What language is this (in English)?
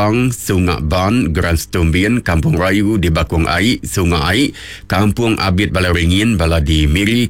Iban